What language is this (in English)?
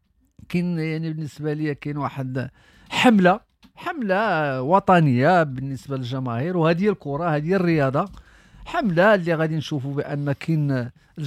Moroccan Arabic